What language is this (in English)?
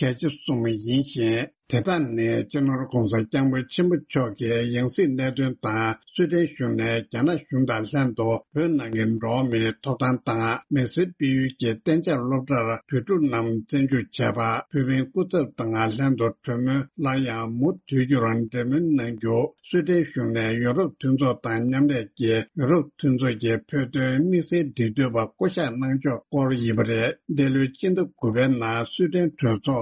Tibetan